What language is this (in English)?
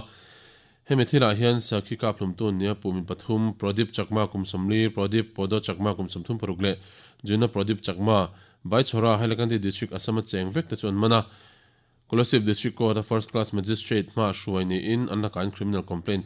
Mizo